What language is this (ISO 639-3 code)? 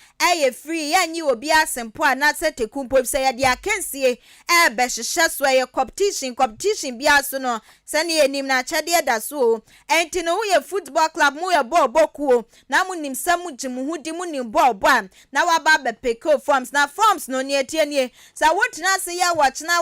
aka